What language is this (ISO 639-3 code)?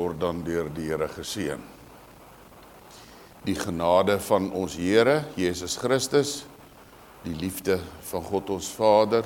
afr